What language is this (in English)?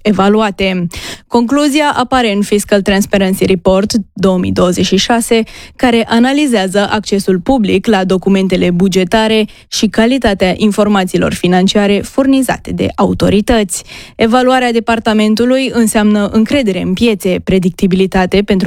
Romanian